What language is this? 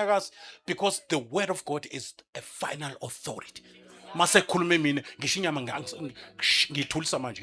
Zulu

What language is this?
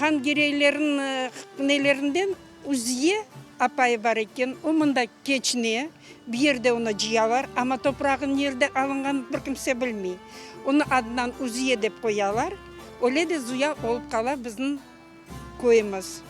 Crimean Tatar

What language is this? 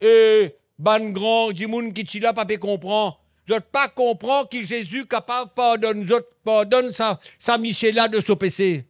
Morisyen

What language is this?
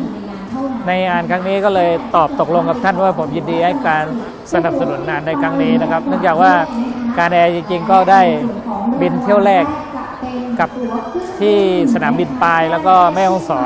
Thai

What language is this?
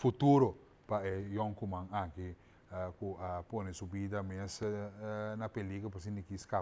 Papiamento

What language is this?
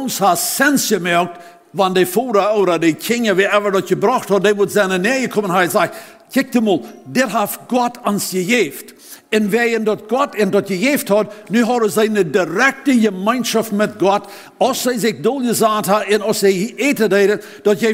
Plautdietsch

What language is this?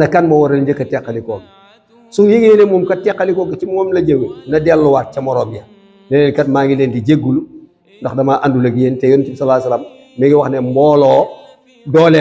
Wolof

